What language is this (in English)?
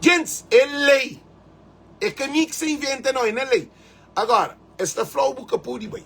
Kabuverdianu